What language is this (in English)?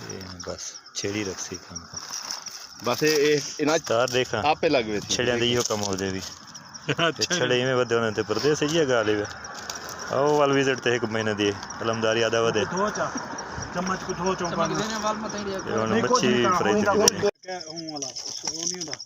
Saraiki